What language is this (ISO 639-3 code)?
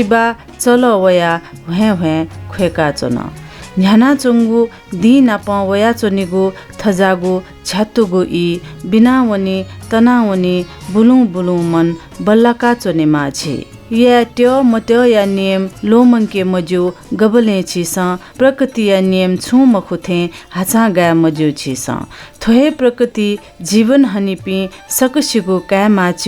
new